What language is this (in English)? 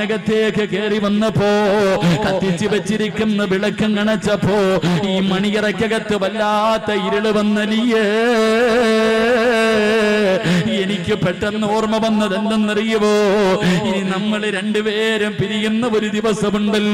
Malayalam